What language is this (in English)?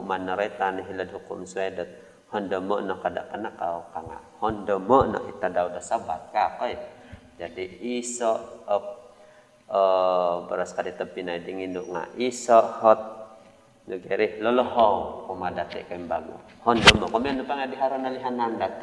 Central Dusun